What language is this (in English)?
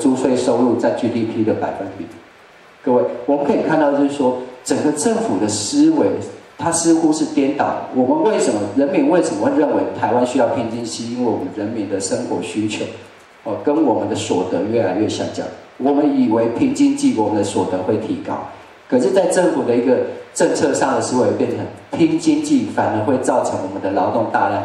Chinese